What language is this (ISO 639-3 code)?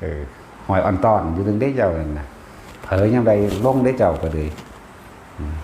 tts